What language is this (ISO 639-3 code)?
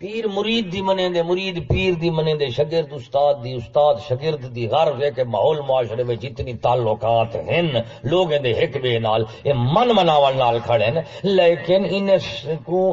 skr